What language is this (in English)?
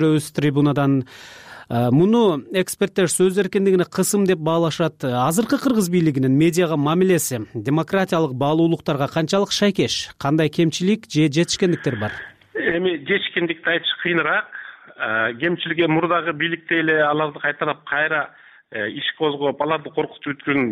Kyrgyz